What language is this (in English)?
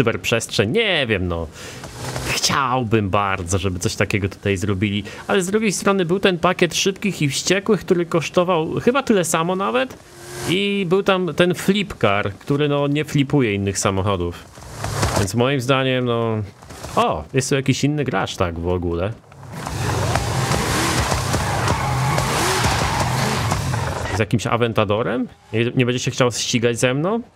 Polish